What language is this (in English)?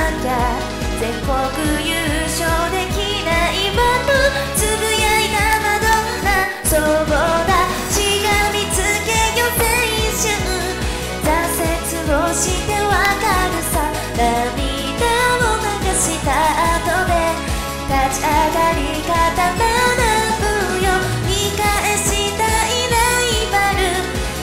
Japanese